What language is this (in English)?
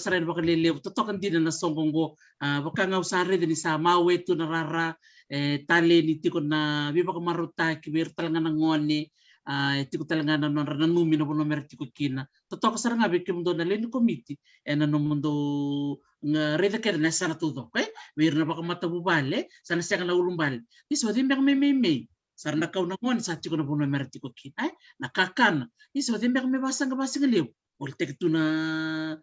Fijian